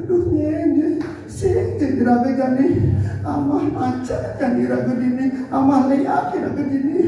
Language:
Balinese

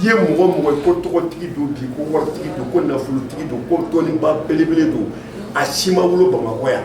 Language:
Bambara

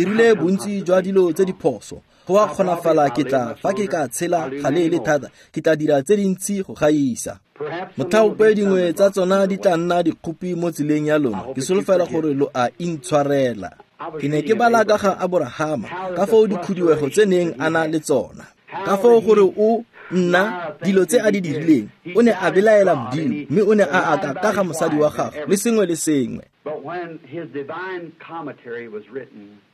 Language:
Tswana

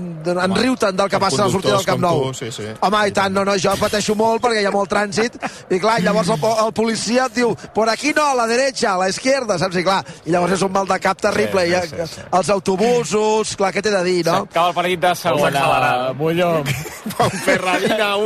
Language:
Catalan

